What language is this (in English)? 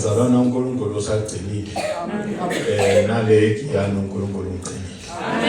Zulu